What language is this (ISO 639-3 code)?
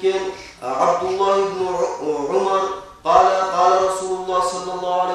kum